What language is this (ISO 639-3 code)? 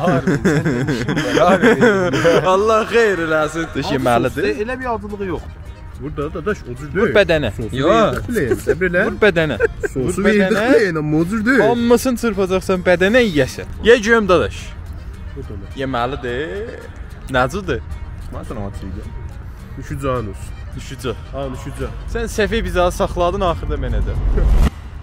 azb